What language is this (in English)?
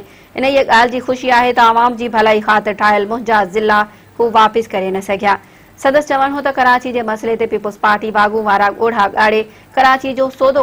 Sindhi